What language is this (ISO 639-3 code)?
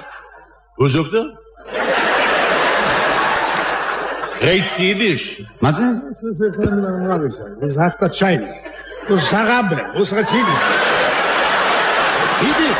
heb